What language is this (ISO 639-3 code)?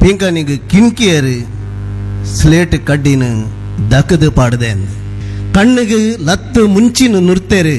tcy